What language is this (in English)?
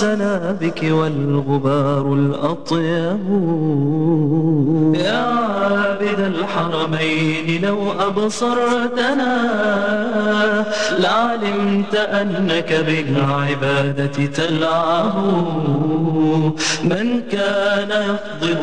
Bosnian